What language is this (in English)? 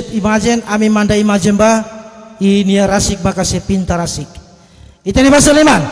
Tetum